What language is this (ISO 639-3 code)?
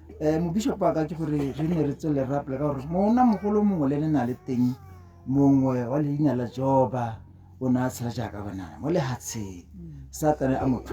tsn